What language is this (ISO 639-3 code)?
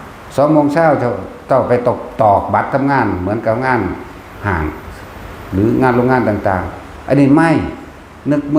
tts